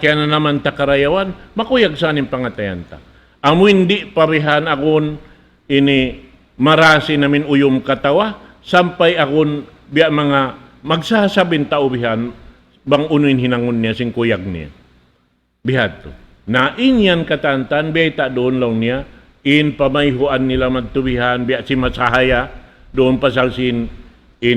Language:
Tausug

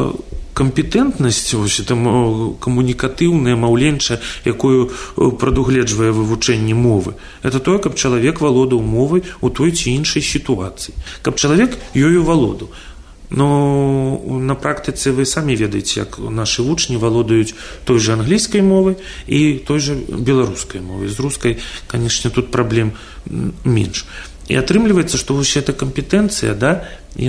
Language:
Belarusian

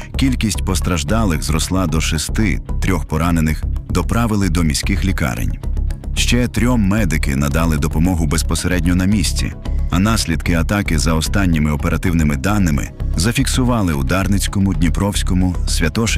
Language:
Ukrainian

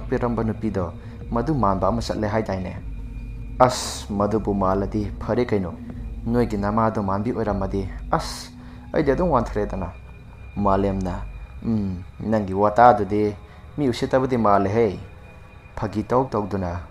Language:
Manipuri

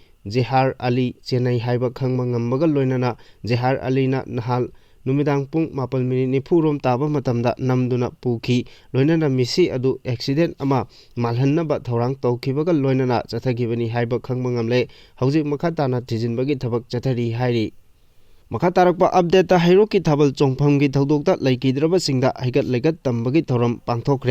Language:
Manipuri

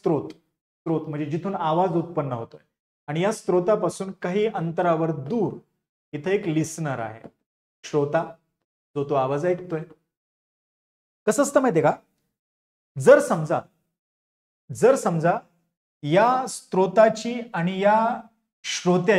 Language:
Marathi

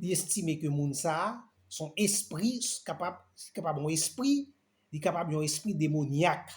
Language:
Haitian Creole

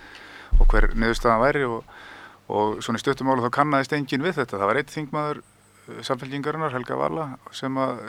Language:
Icelandic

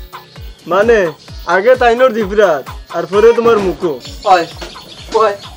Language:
Sylheti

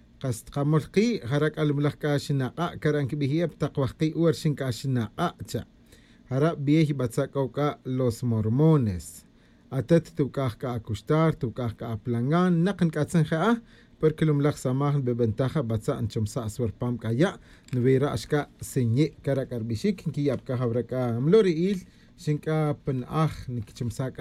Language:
Tz'utujil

